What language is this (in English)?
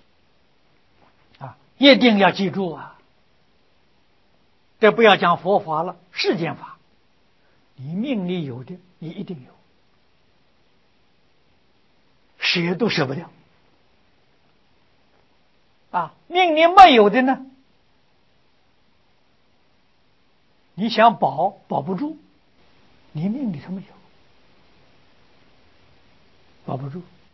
Chinese